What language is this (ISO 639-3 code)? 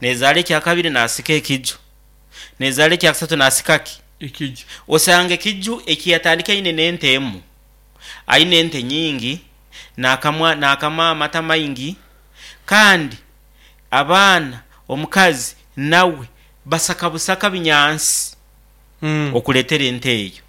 nyn